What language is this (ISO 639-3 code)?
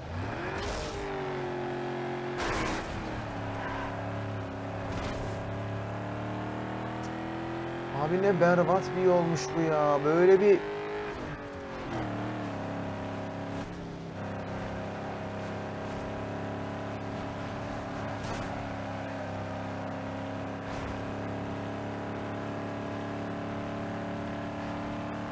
tur